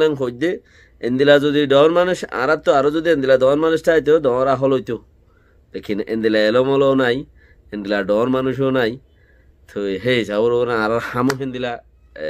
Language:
Rohingya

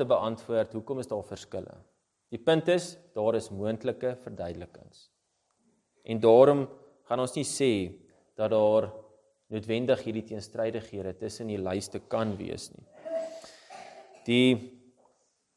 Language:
Afrikaans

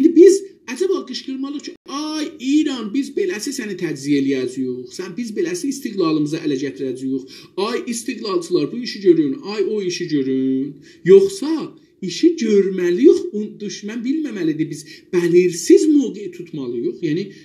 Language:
South Azerbaijani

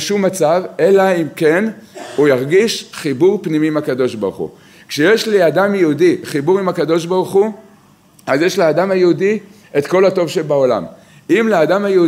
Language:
Hebrew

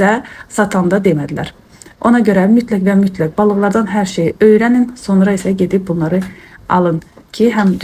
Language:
Azerbaijani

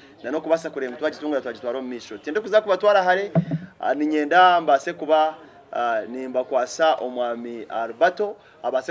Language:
Nyankole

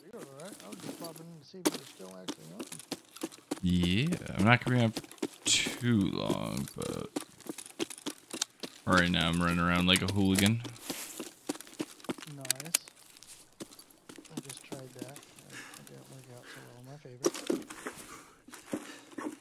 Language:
English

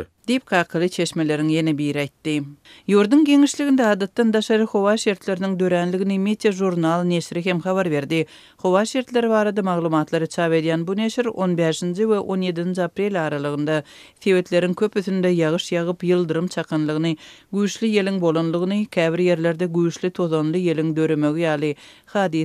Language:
Turkmen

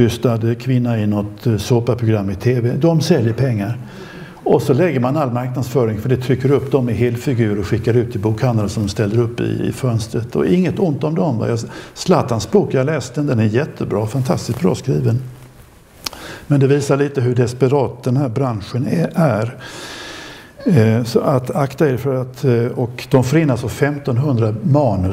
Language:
Swedish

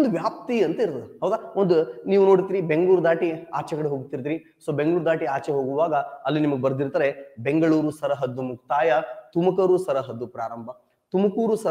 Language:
Kannada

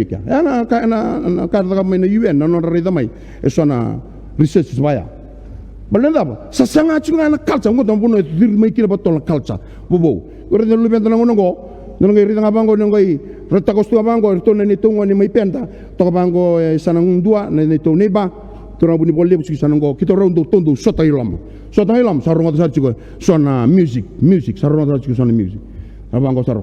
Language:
Fijian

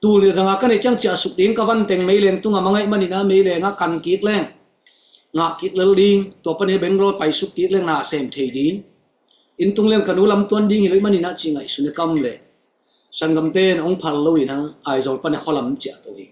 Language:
Tedim Chin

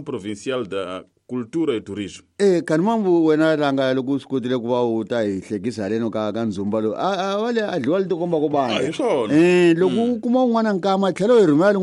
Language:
Tsonga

